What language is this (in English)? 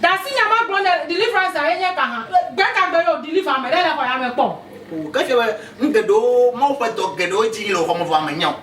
Ewe